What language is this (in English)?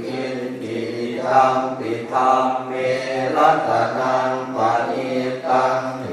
Pali